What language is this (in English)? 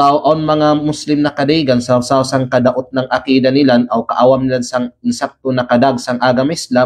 Kalagan